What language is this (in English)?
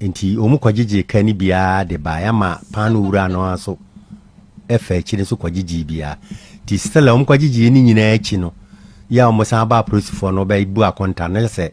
Akan